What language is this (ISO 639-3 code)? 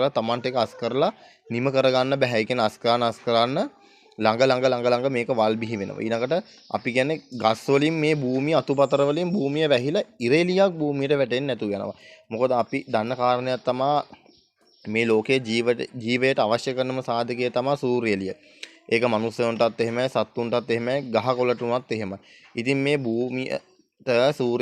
sin